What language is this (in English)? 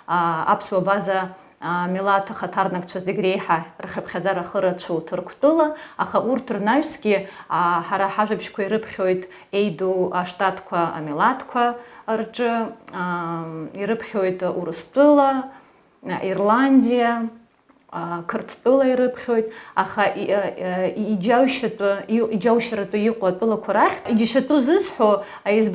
Abkhazian